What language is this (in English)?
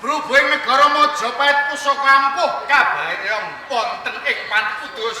Javanese